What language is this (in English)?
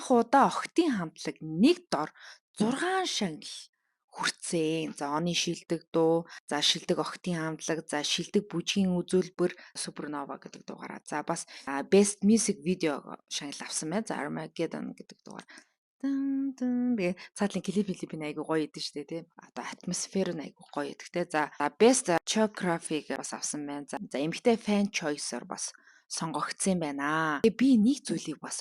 Mongolian